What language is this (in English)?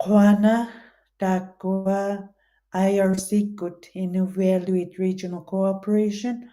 Western Canadian Inuktitut